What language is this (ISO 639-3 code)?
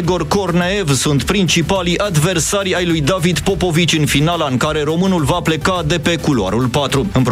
ron